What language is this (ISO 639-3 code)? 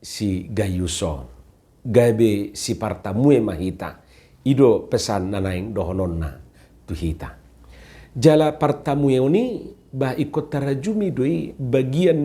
bbc